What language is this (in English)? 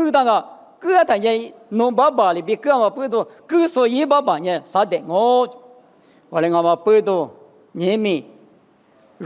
Lisu